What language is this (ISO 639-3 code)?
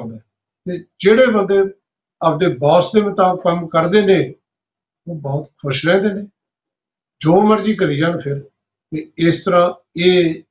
pan